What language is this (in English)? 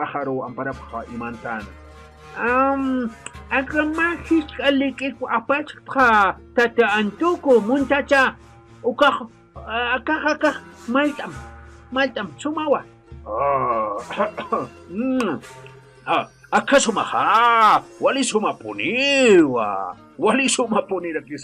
Aymara